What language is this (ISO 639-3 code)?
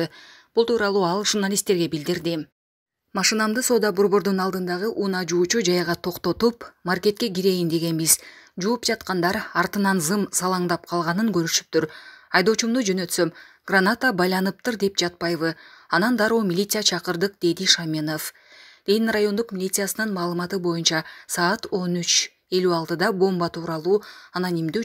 kir